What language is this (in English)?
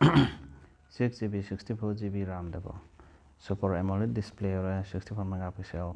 Manipuri